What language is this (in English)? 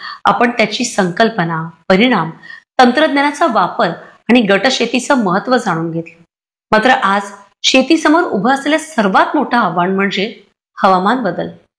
Marathi